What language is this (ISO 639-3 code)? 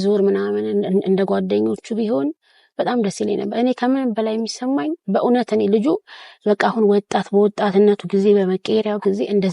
amh